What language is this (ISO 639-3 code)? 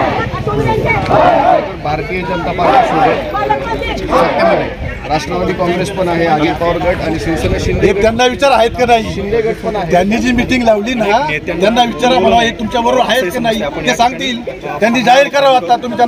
mar